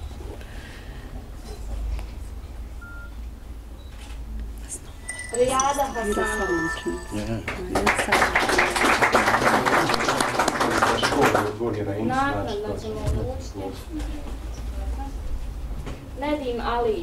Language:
Bosnian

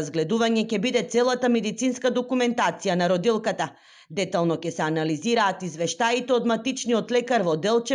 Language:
Macedonian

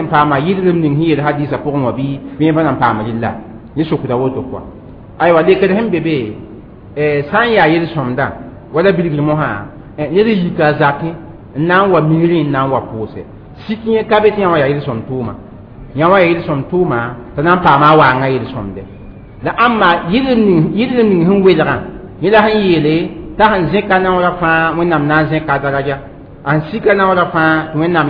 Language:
Mossi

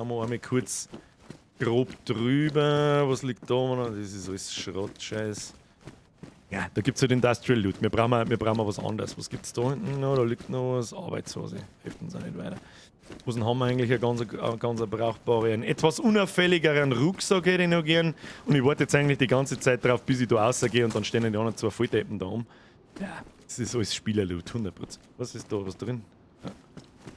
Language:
Bavarian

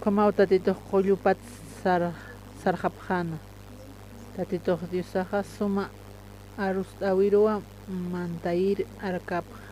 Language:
Aymara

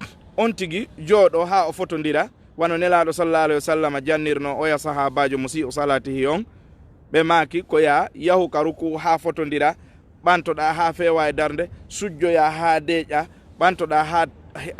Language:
Fula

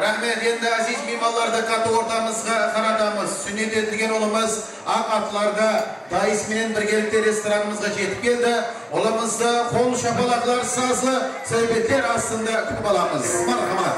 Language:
Kara-Kalpak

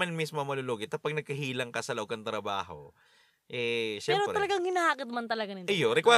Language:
Bikol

